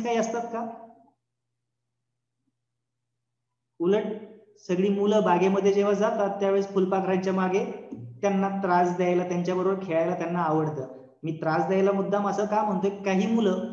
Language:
Marathi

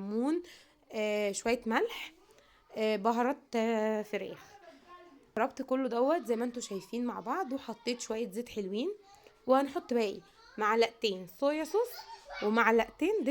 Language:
Egyptian Arabic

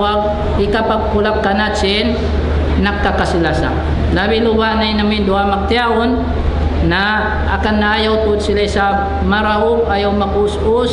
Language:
Tausug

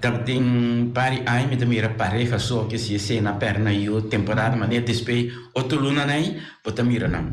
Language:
Papiamento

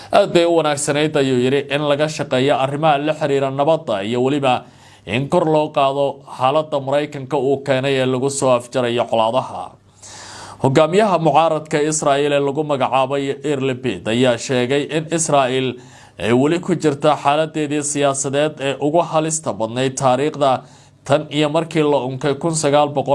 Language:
Somali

